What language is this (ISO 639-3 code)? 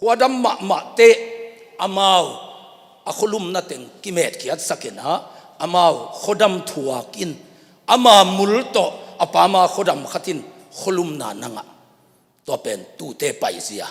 ctd